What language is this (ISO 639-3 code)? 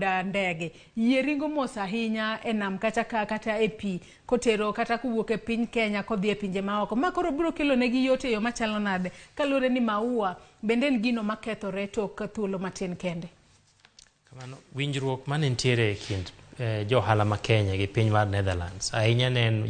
luo